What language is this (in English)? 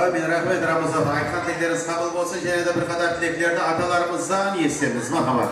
Kara-Kalpak